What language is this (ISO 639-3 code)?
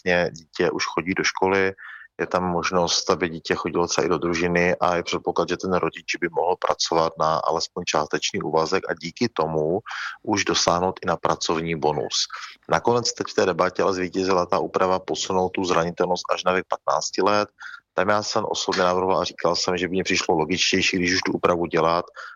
ces